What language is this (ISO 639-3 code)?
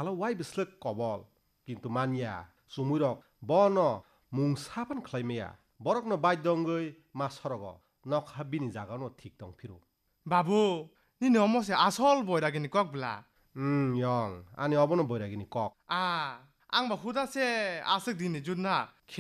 trp